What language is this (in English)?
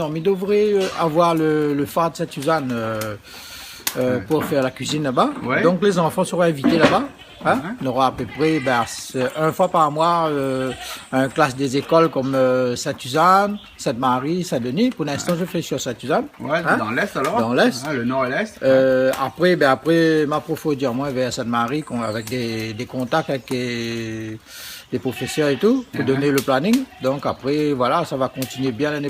Réunion Creole French